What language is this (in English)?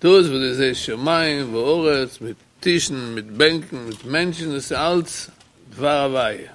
Yiddish